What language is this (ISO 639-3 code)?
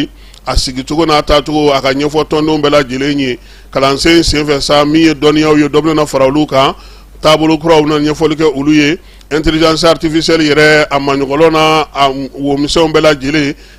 bam